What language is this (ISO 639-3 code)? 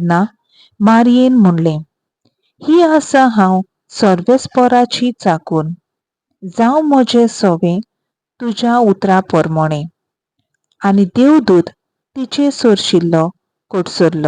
kok